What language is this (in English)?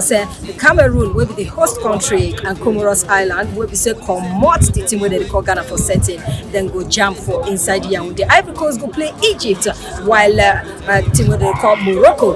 Nigerian Pidgin